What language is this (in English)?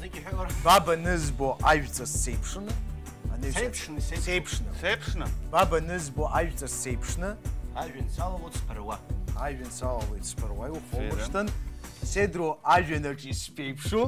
Abkhazian